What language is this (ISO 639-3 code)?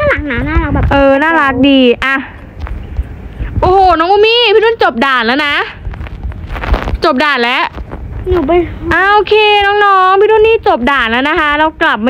tha